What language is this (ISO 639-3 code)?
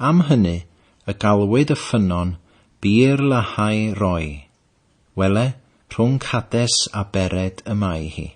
cym